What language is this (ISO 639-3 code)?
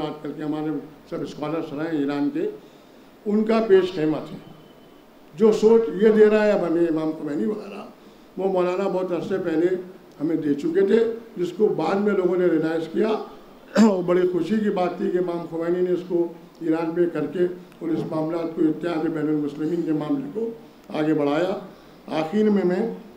urd